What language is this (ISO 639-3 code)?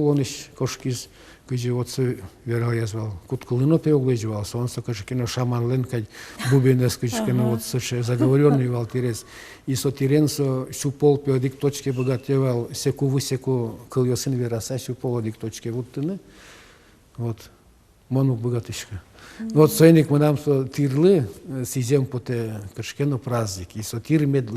udm